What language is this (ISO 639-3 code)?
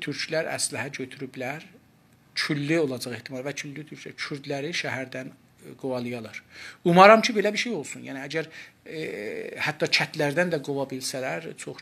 azb